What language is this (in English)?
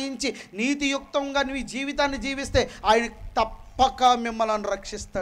Telugu